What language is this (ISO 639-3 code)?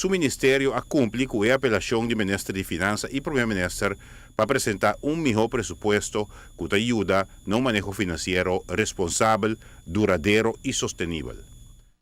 pap